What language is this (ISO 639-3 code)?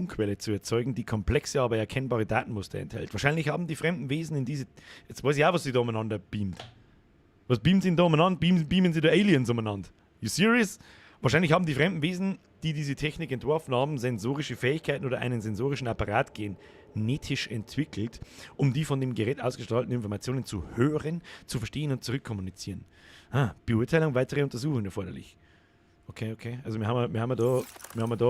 bar